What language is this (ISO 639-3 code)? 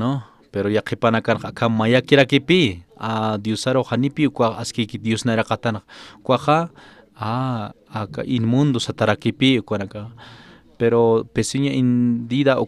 aym